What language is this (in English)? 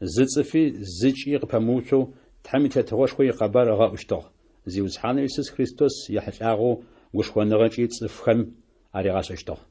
Adyghe